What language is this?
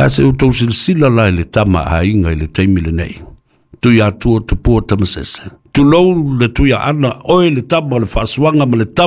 Samoan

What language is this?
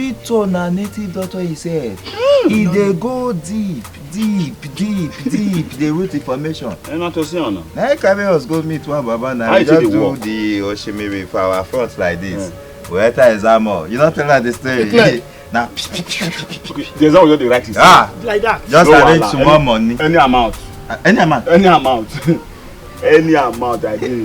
Nigerian Pidgin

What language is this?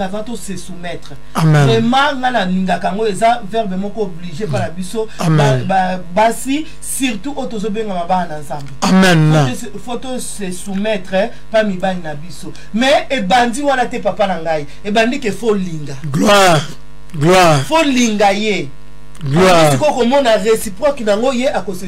Lingala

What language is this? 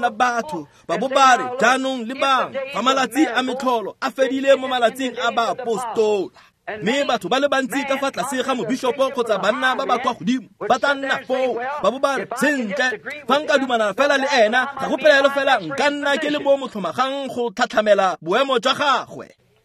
Tswana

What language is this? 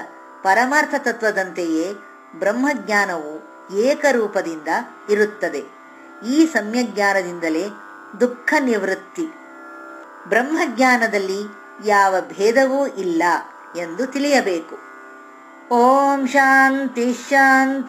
Kannada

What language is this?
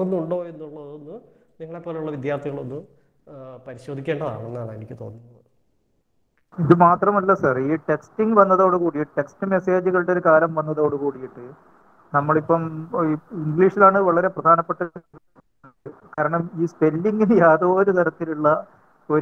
Malayalam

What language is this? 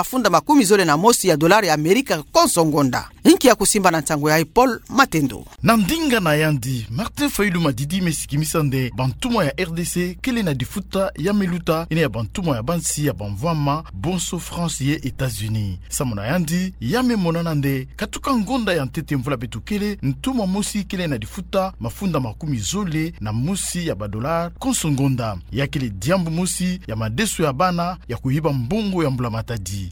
Kituba (Democratic Republic of Congo)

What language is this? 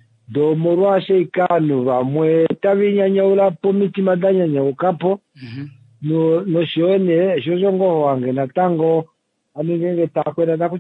Kuanyama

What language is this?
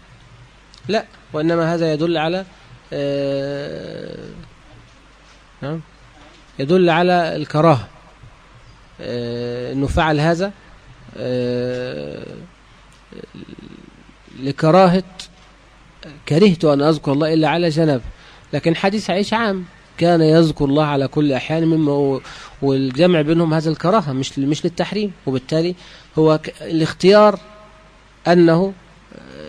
Arabic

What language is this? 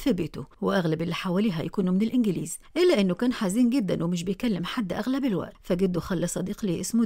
Egyptian Arabic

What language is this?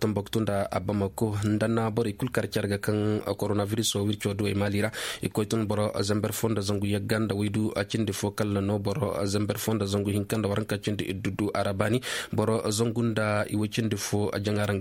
Koyraboro Senni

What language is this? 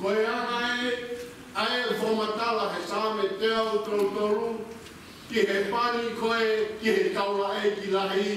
Tongan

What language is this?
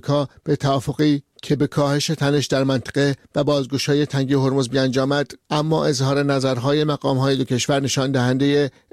Persian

